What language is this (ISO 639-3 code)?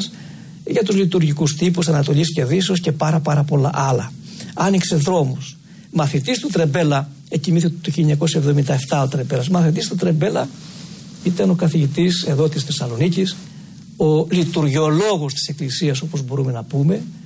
ell